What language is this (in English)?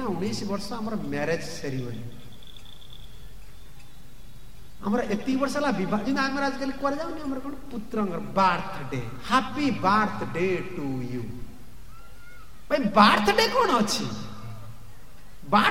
Odia